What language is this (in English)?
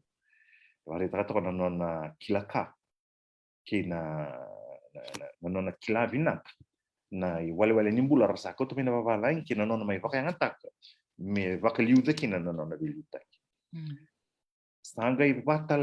Fijian